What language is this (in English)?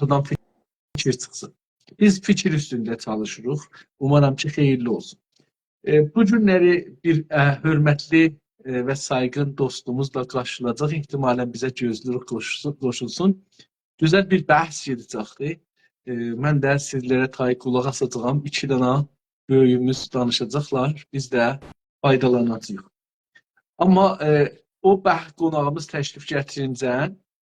South Azerbaijani